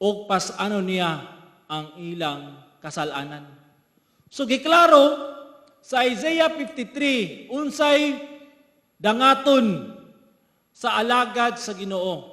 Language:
Cebuano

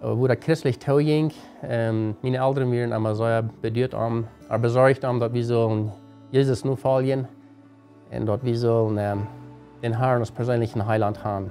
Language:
Plautdietsch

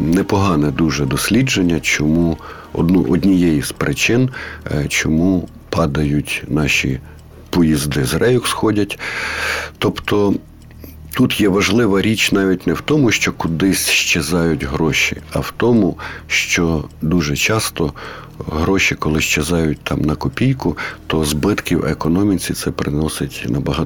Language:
Ukrainian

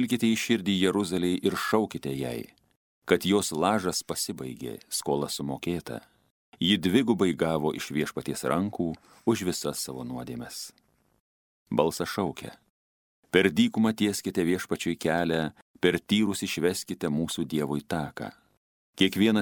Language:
Lithuanian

